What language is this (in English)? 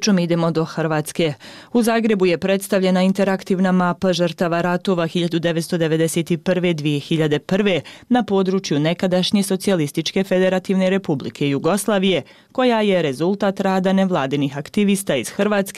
Bosnian